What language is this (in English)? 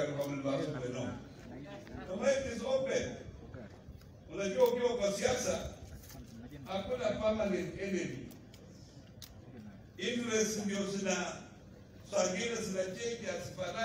Swahili